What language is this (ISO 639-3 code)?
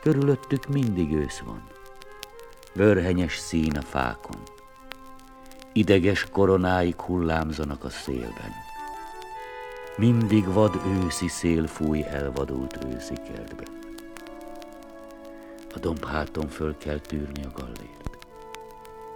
hun